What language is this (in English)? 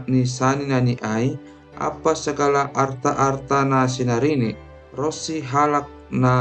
Batak Simalungun